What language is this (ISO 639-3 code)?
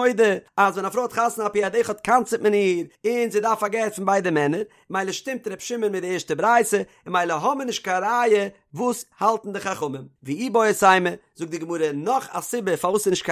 yid